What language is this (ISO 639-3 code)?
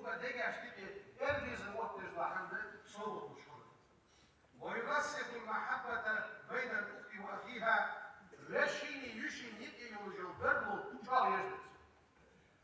inh